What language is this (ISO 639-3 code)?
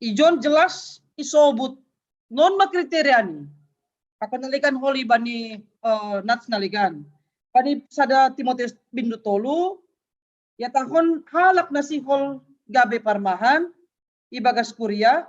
bts